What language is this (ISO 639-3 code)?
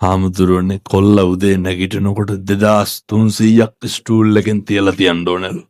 sin